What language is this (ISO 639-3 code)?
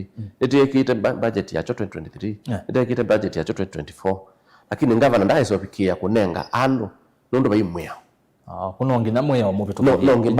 kam